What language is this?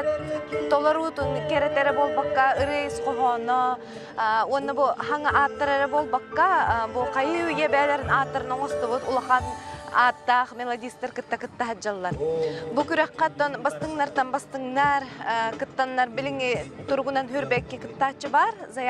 Yakut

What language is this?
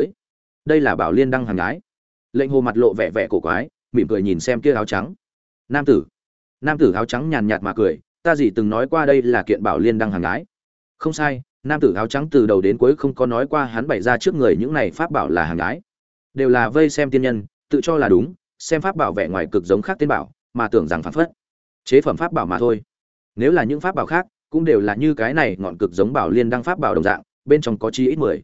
Vietnamese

